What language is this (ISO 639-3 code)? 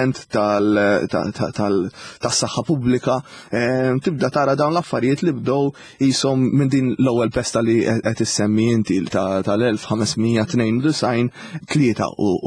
mlt